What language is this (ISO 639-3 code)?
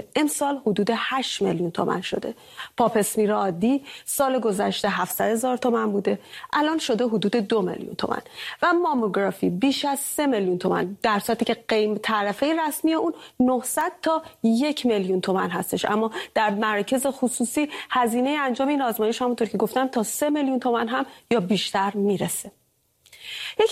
fas